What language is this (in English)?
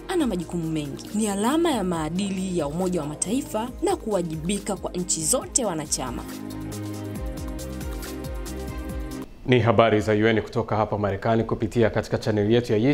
Swahili